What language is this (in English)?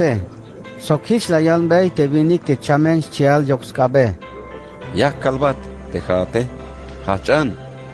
Tzeltal